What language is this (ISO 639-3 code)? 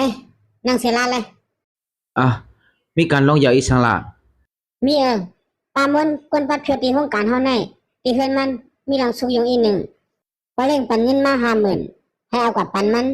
shn